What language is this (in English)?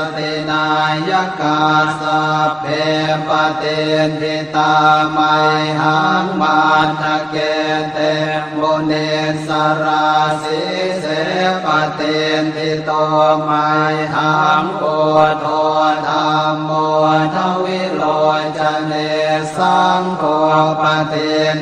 Pali